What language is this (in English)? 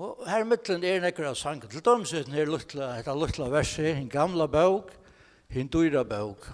Faroese